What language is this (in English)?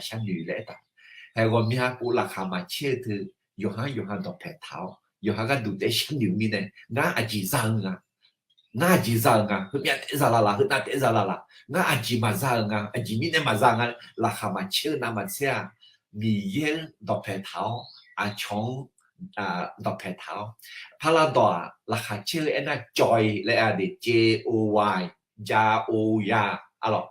Akha